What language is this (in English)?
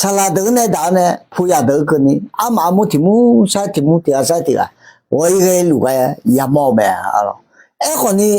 Akha